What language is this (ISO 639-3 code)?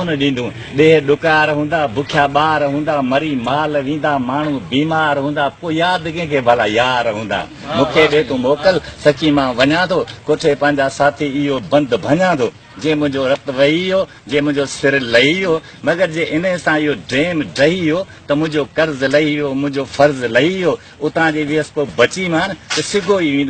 snd